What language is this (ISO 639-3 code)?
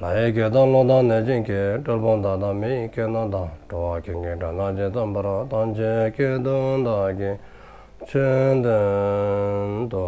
dzo